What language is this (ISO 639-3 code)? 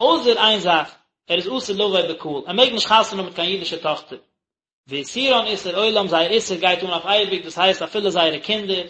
yid